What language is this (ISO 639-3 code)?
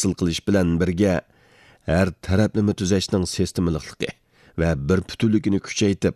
uig